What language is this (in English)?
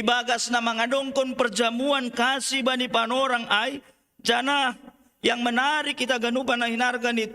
Batak Simalungun